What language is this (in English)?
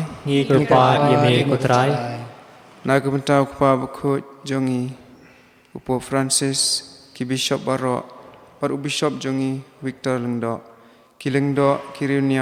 Khasi